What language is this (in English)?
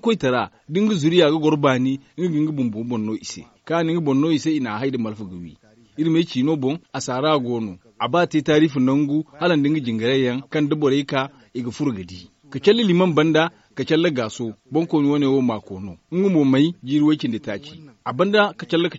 Zarma